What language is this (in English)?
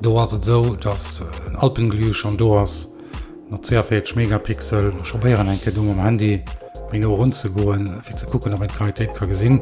Luxembourgish